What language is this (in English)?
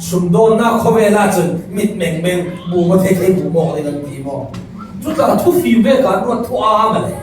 Falam Chin